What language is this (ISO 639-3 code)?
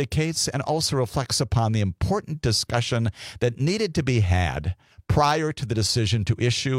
eng